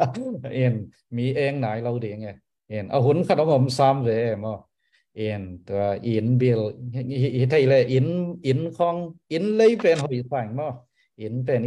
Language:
Tedim Chin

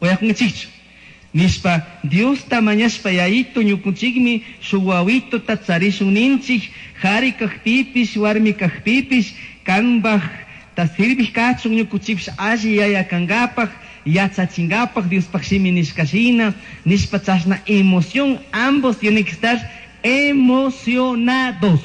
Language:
Chimborazo Highland Quichua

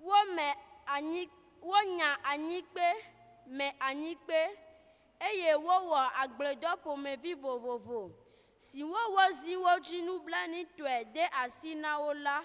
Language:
Ewe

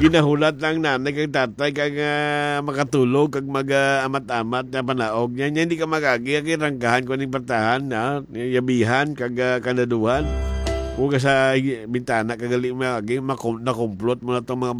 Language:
Hiligaynon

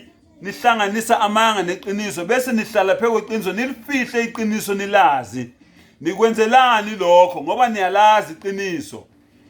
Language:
Zulu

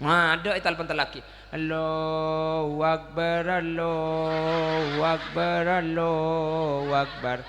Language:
Madurese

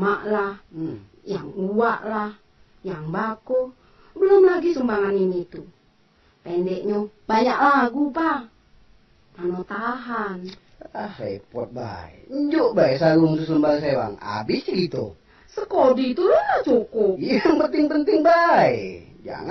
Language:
Minangkabau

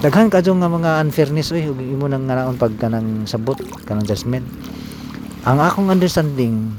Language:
Cebuano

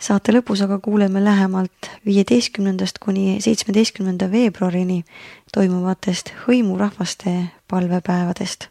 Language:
Estonian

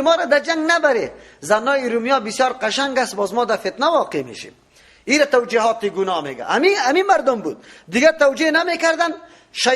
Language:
Persian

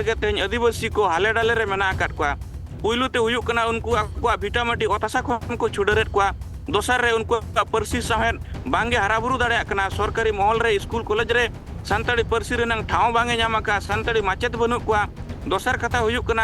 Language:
Santali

